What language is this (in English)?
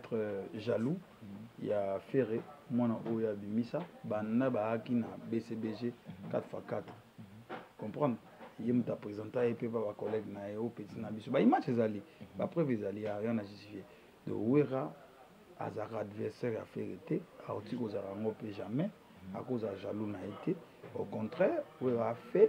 Lingala